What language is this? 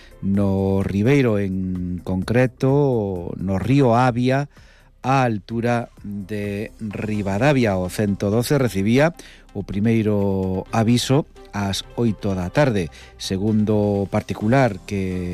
Galician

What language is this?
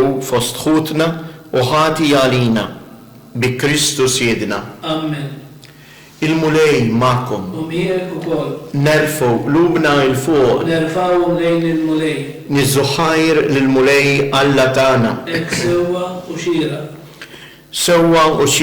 Maltese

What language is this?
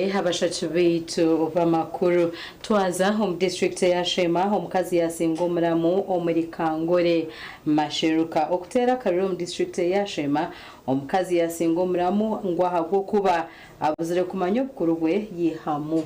Nyankole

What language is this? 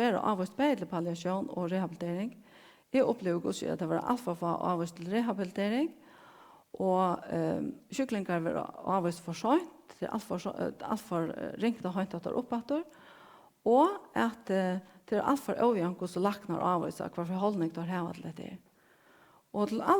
Faroese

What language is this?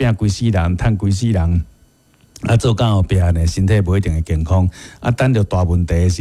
Min Nan Chinese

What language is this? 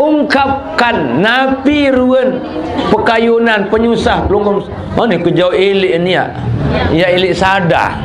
Sasak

